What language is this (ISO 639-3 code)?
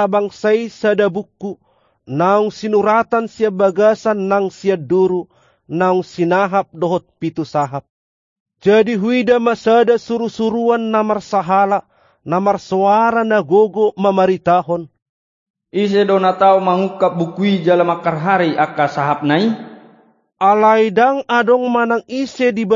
bbc